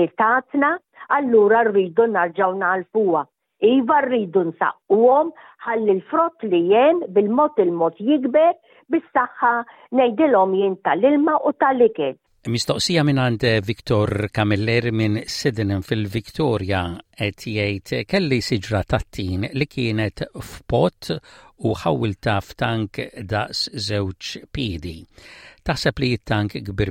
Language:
Maltese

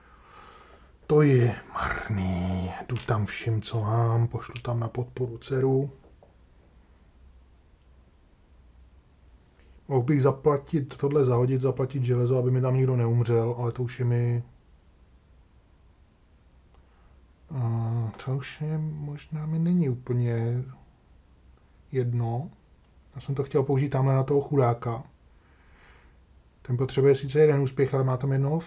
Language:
Czech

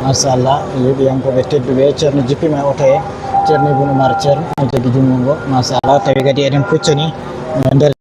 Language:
Fula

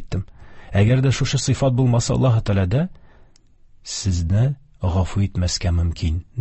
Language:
Tatar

